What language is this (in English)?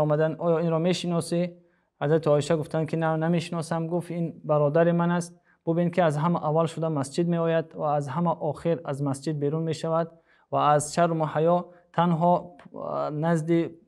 Tajik